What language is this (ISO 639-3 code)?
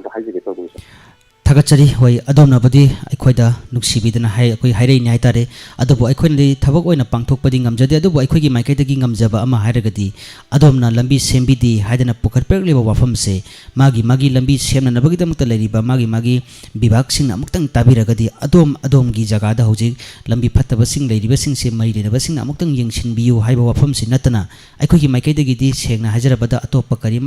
mni